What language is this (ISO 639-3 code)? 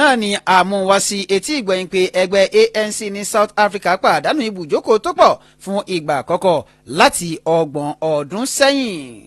yor